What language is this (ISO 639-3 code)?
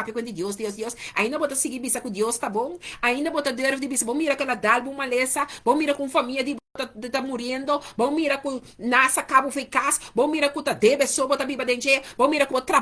pap